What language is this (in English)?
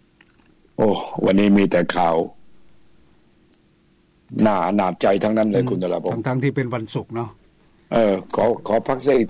Thai